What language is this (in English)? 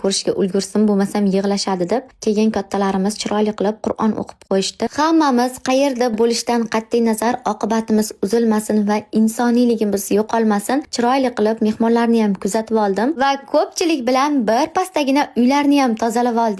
Uzbek